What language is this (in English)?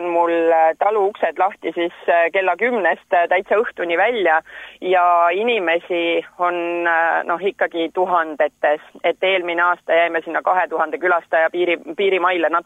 Estonian